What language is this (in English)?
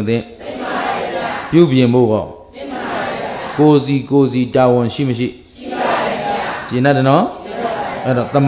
Burmese